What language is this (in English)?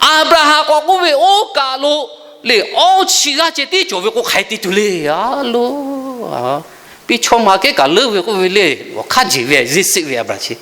Lahu